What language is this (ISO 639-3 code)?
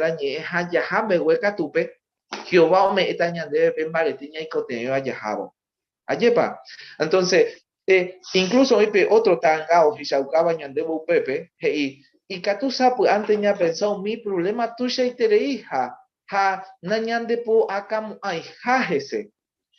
grn